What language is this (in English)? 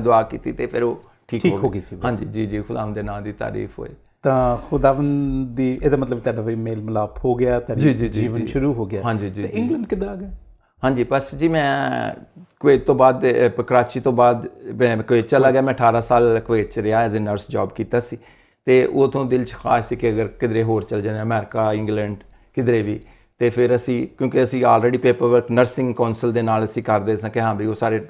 Punjabi